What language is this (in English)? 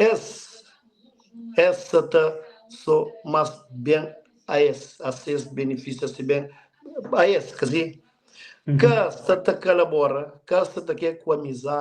Kabuverdianu